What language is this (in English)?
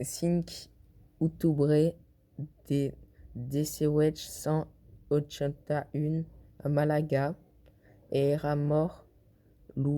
Occitan